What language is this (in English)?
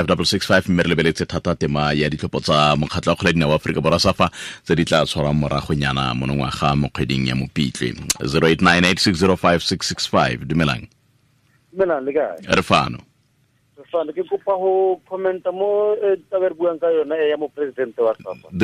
Tswana